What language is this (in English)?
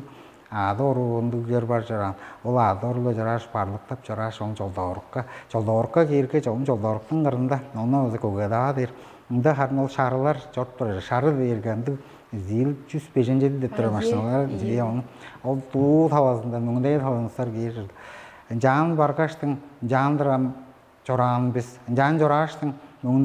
Tuvinian